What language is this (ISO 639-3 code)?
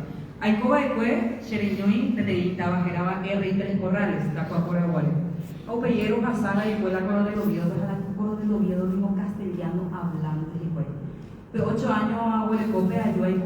grn